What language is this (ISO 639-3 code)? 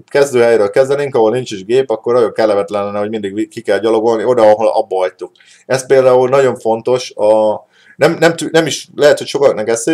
hun